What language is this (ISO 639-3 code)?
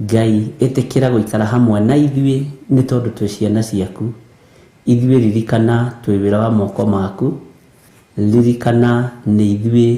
kik